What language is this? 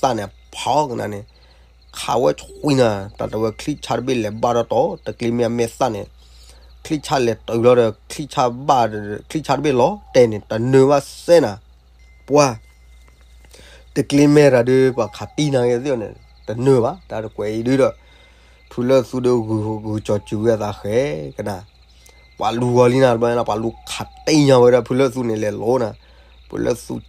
S'gaw Karen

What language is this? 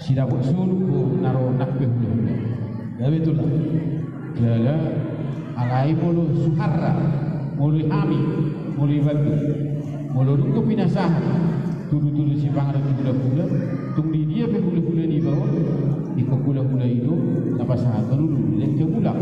Batak Toba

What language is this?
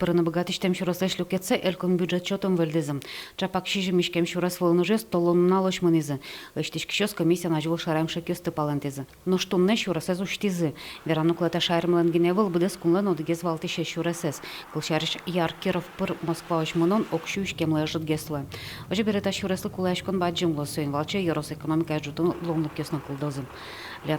Udmurt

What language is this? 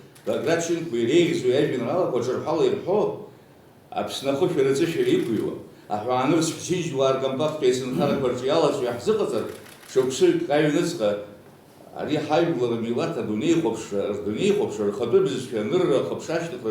Abkhazian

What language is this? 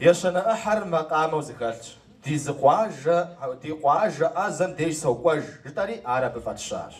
Kabardian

